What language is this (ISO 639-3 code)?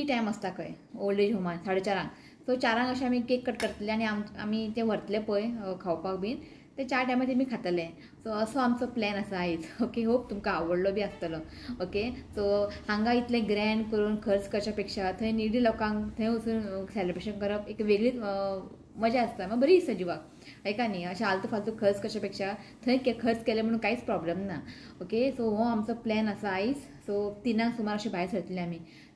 kok